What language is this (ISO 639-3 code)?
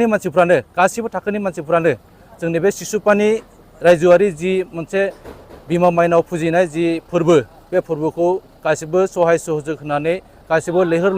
brx